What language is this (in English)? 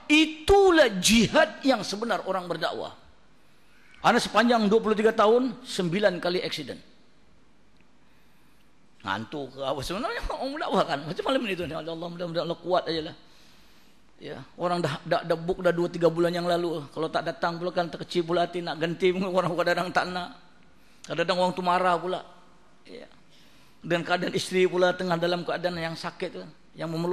Malay